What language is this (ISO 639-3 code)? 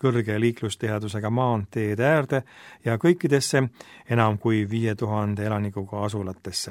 est